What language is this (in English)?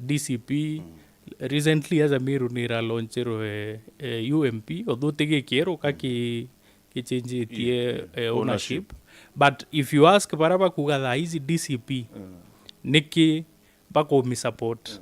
Meru